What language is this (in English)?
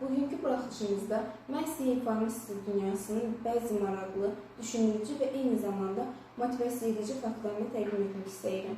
Azerbaijani